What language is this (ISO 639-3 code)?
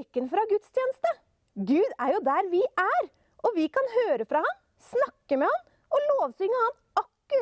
nor